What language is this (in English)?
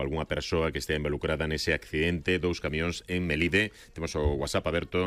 Galician